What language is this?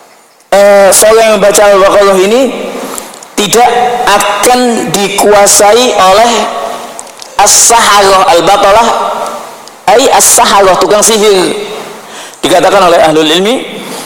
Indonesian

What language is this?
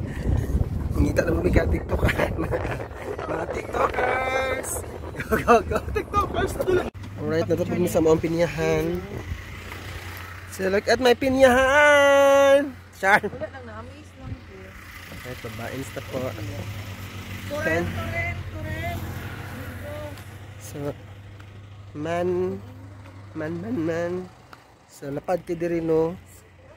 Cebuano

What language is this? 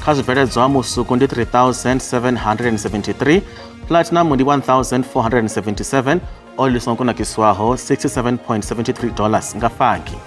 Venda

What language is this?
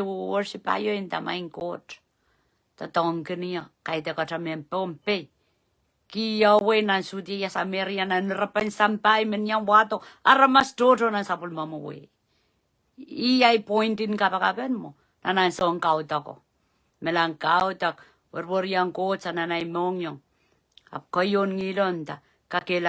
Pohnpeian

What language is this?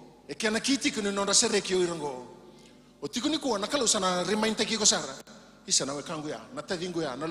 Fijian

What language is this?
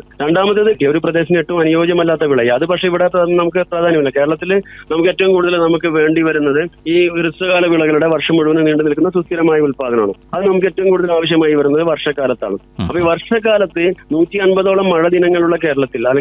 Malayalam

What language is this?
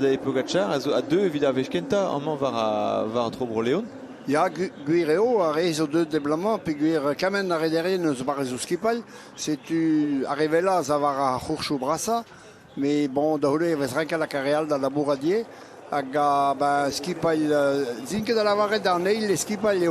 Breton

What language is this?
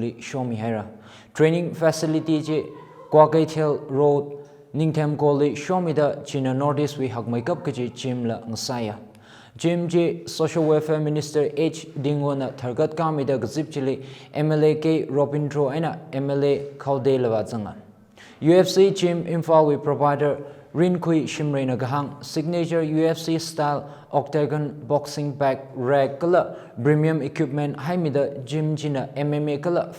Tangkhul Naga (India)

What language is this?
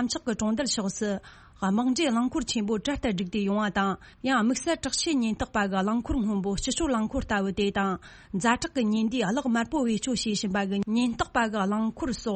Tibetan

